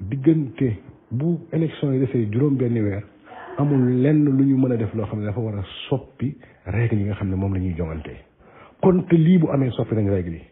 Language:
Wolof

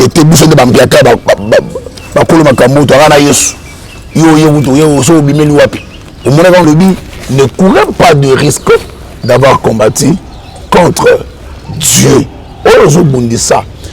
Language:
Lingala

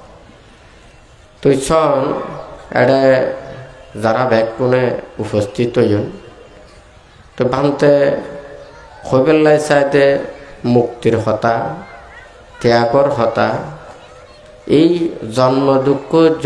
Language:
Chittagonian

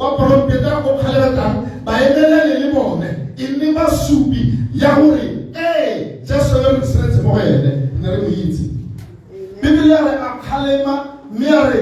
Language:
Tswana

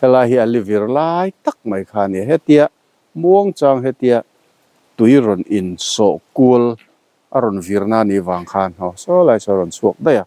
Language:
Mizo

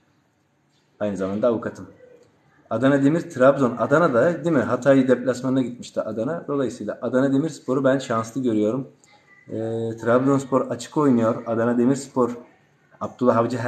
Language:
Turkish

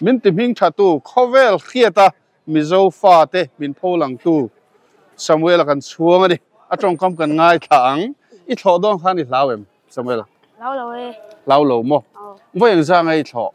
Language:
Mizo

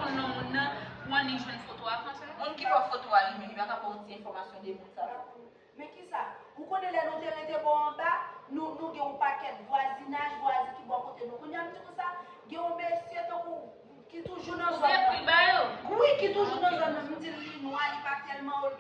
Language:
Haitian Creole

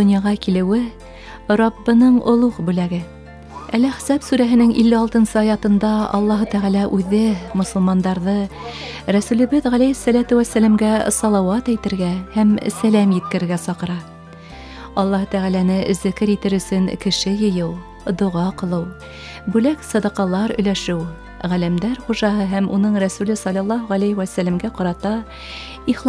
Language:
Bashkir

